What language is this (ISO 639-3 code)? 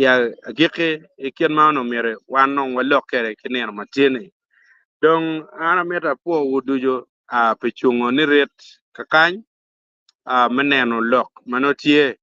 ach